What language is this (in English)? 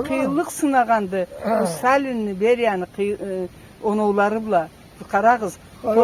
Karachay-Balkar